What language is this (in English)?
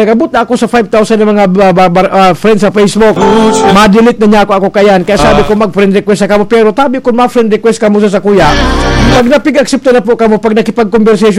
Bikol